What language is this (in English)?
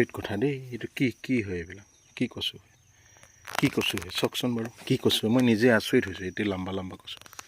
Assamese